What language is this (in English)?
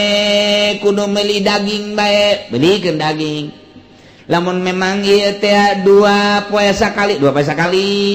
Sundanese